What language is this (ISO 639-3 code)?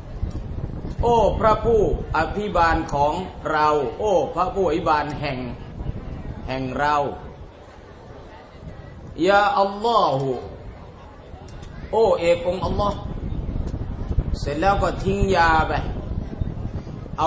tha